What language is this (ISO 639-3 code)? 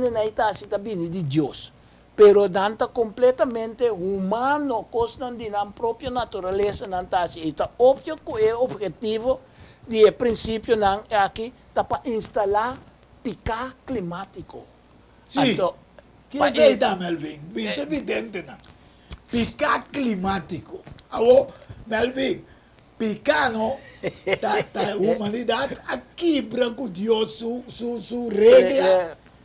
pap